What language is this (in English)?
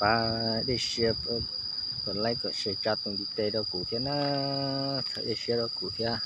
Hmong